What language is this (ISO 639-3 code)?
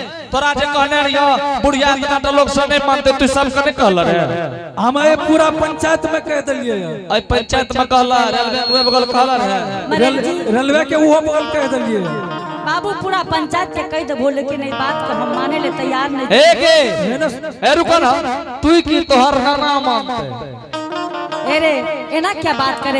anp